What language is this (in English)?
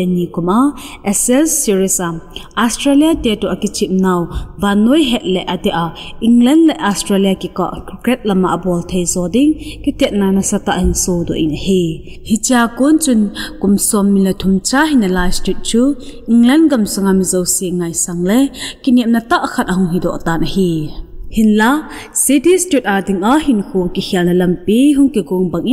Thado Chin